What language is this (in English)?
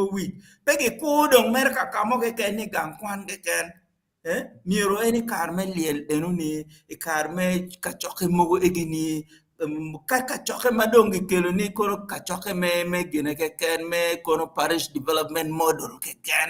Acoli